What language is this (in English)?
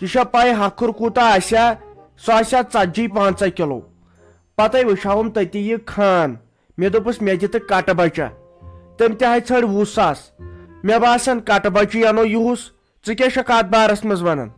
Kashmiri